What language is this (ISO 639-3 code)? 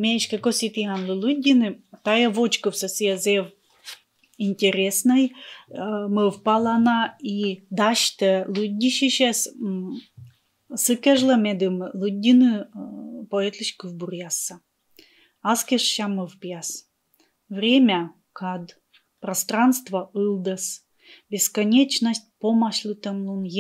kom